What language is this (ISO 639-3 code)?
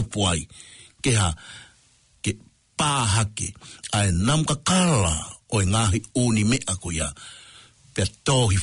ton